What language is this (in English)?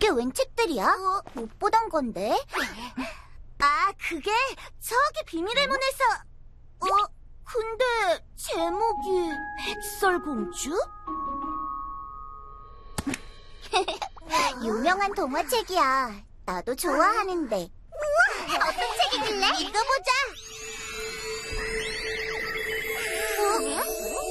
Korean